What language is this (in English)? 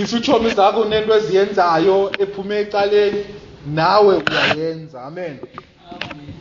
Xhosa